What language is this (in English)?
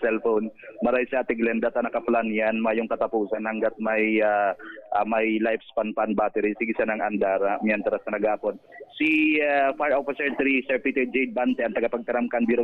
Bikol